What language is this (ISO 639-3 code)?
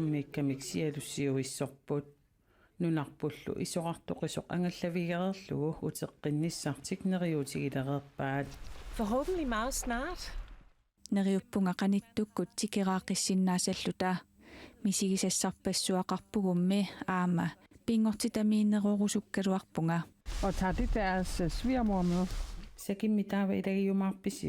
kal